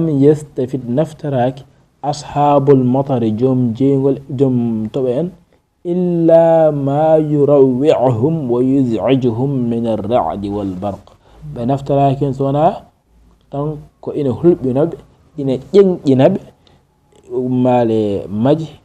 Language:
Fula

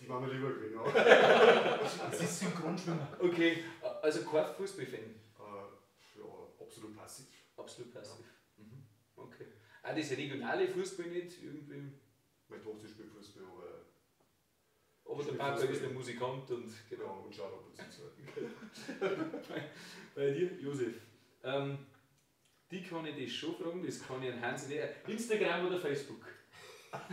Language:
Bavarian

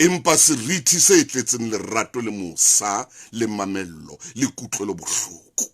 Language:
Southern Sotho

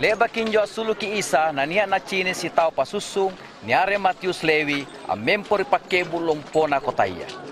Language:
Makasar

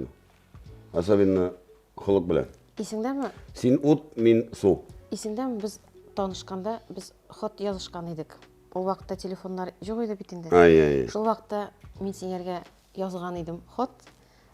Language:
Tatar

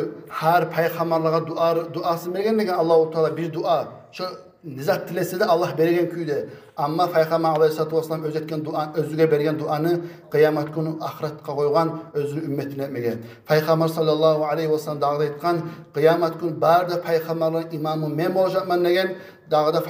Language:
Kumyk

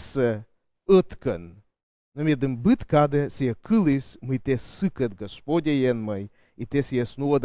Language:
Komi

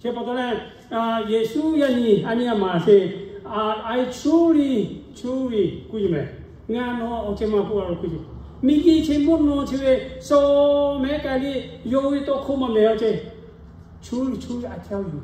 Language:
Lahu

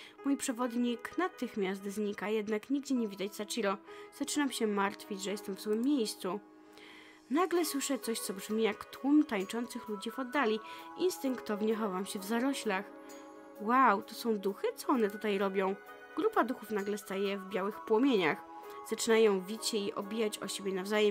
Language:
Polish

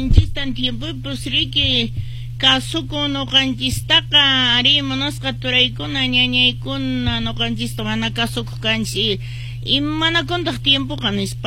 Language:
Quechua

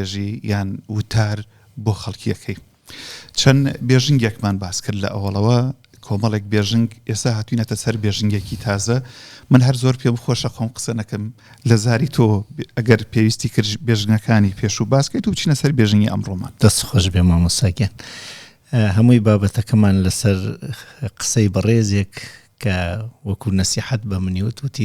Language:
Central Kurdish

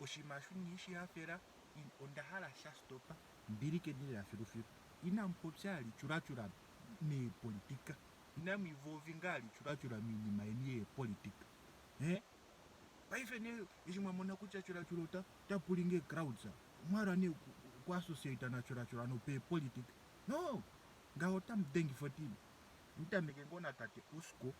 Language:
Ndonga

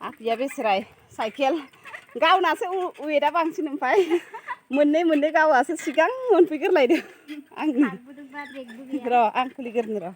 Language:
Bodo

